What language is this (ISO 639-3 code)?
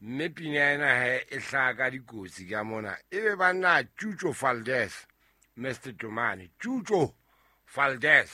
sot